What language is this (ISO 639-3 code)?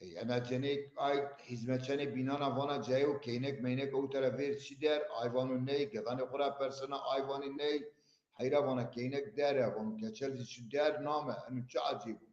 zza